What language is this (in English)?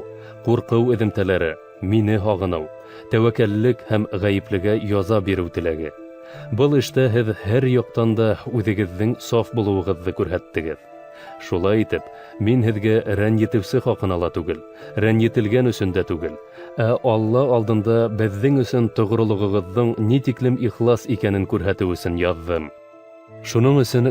Bashkir